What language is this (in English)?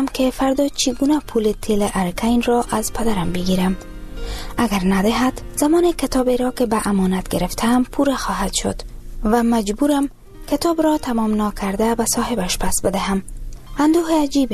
Persian